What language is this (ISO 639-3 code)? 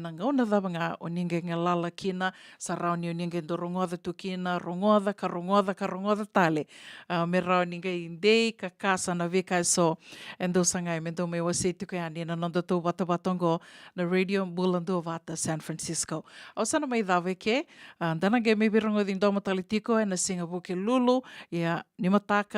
fij